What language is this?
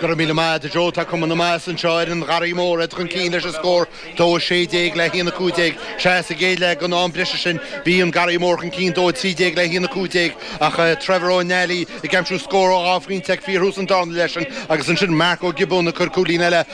Irish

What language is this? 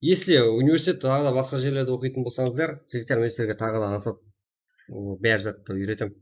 Kara-Kalpak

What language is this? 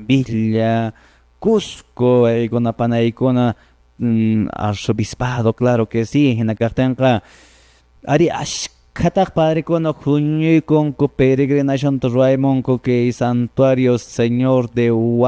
Quechua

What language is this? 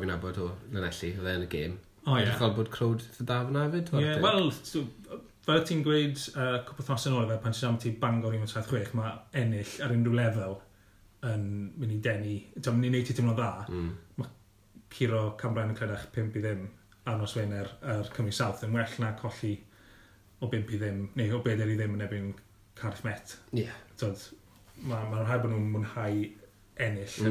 Welsh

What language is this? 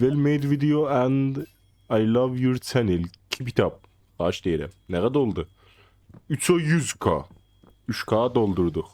South Azerbaijani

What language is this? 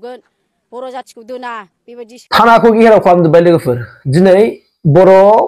Bodo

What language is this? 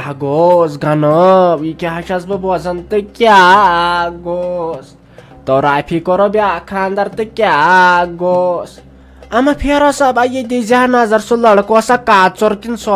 Kashmiri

